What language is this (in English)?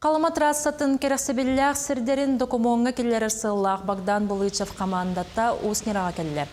Yakut